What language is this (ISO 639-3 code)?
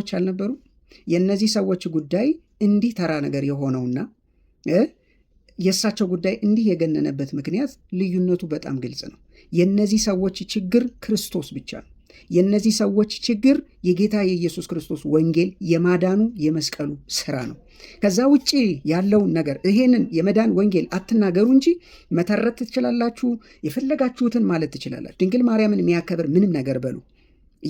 amh